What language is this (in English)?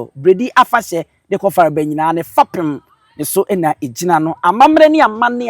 Akan